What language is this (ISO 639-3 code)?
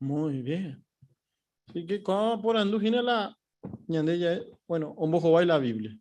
grn